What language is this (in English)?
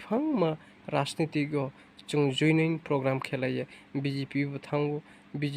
Riang (India)